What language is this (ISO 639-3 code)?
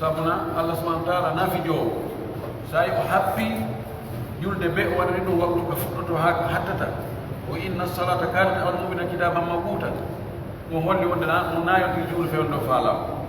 fuf